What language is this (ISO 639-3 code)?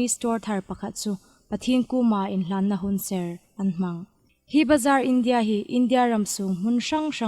hmr